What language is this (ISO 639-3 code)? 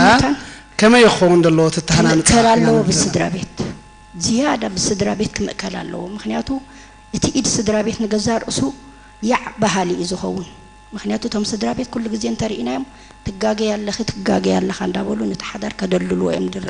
tir